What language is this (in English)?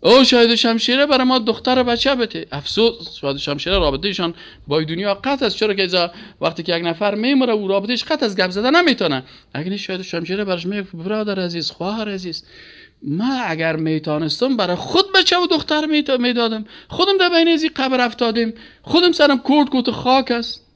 Persian